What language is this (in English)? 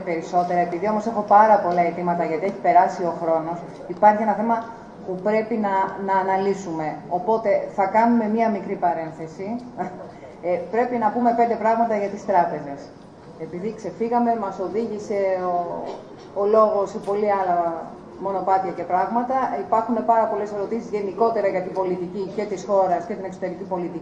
Greek